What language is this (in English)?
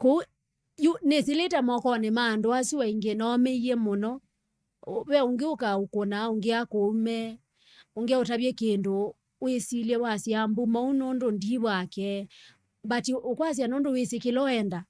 Kamba